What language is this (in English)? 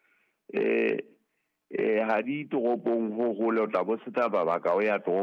Southern Sotho